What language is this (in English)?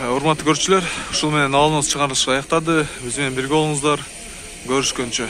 Kyrgyz